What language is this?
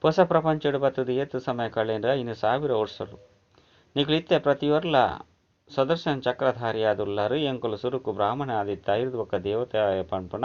Tulu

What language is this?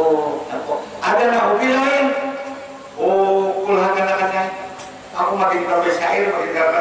Banjar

